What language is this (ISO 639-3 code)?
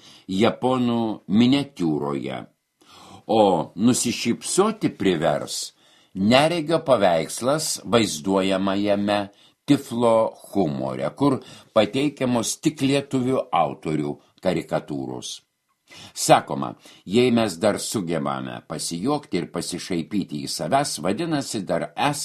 lit